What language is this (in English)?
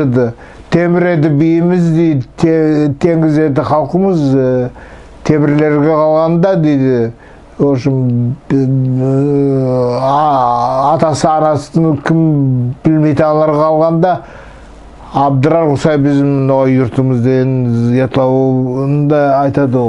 Nogai